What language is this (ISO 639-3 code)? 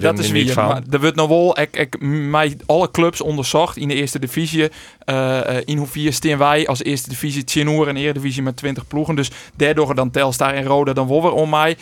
fry